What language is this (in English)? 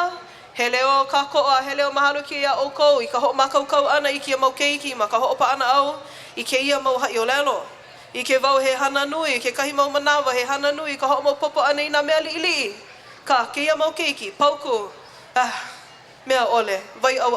Hawaiian